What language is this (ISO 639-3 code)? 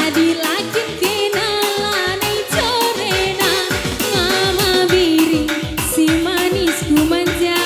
btx